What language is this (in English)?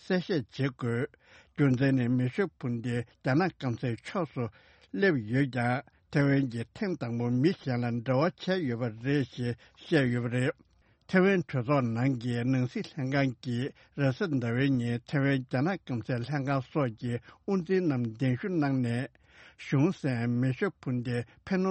Tibetan